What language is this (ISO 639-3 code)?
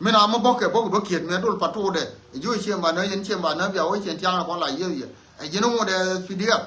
nus